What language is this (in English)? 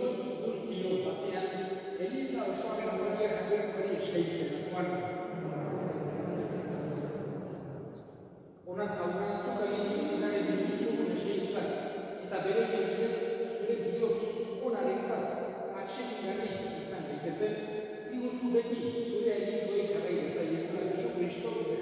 Basque